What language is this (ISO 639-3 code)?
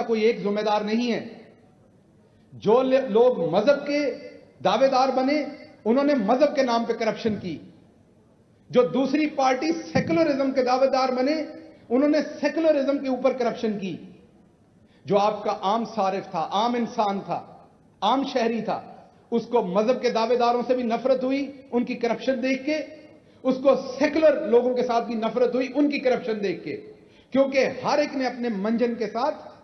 urd